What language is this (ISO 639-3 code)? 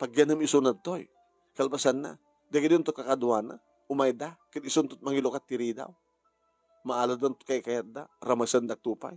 ilo